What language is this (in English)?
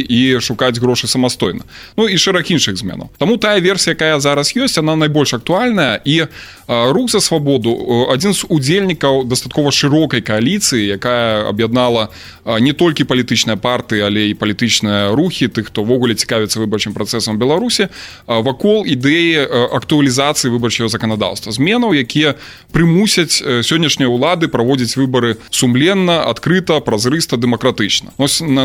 Belarusian